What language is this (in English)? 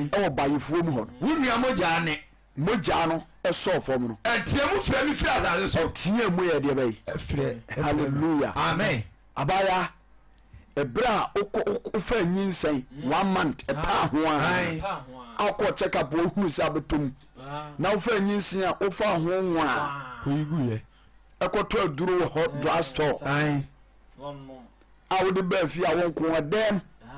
Akan